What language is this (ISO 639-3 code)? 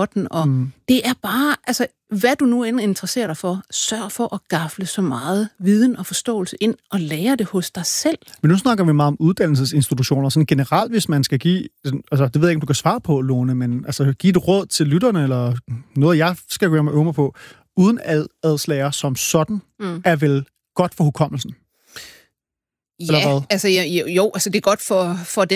dan